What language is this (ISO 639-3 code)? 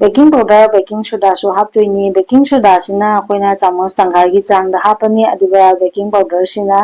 mni